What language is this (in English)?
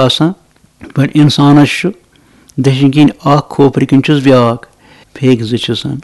Kashmiri